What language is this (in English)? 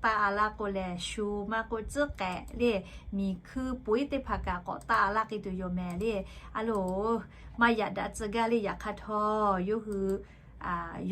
Lahu